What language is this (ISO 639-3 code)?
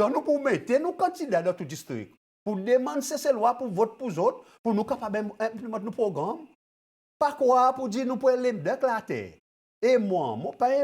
crs